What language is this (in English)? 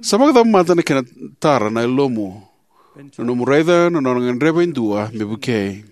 Fijian